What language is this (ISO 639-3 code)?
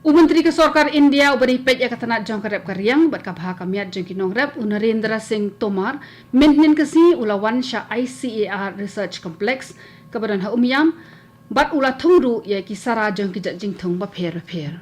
kha